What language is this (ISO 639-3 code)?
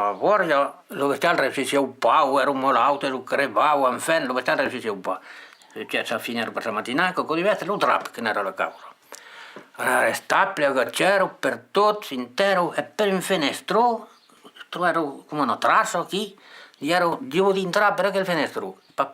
oci